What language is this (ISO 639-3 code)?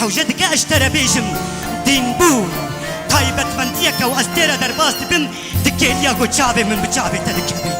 kur